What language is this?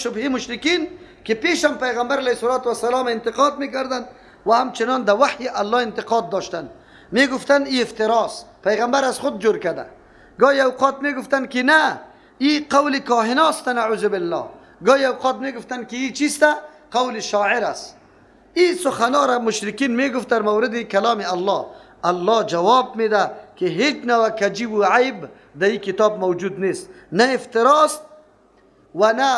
Persian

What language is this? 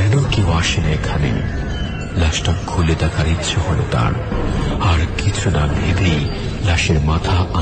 Bangla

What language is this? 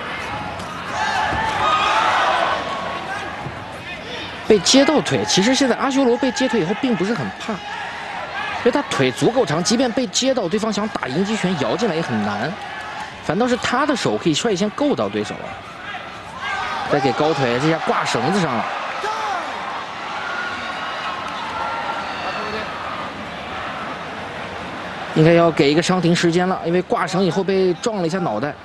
Chinese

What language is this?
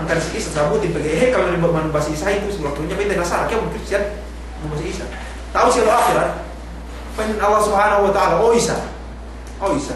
Yakan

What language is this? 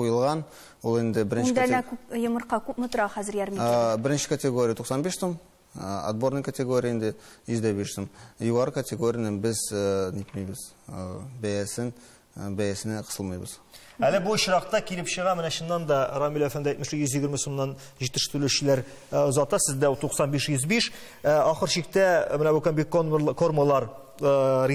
Tatar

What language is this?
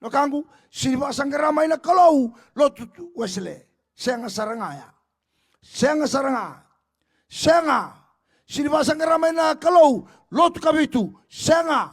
Fijian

